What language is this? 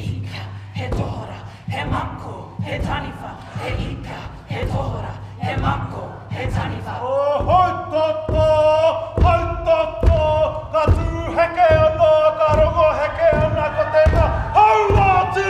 Māori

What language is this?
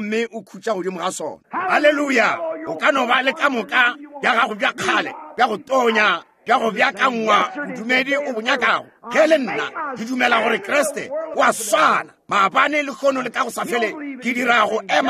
Northern Sotho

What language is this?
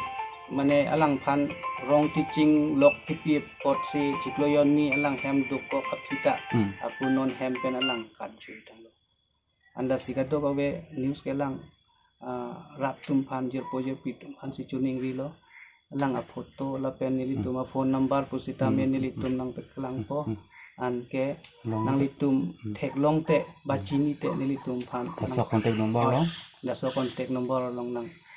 Karbi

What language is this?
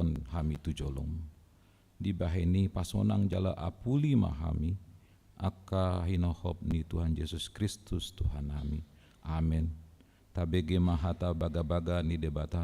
Batak Toba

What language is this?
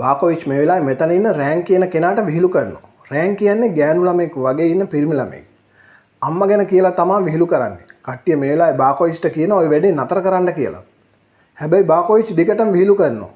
Sinhala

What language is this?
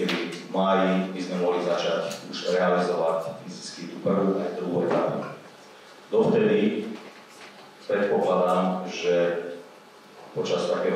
Slovak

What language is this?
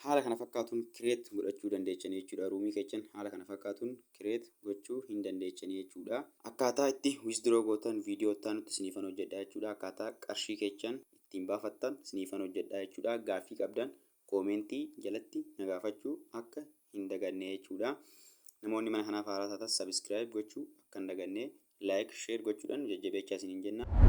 Oromo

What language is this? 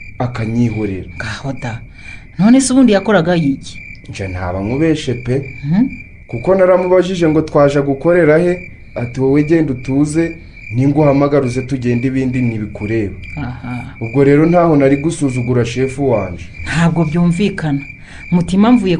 Kinyarwanda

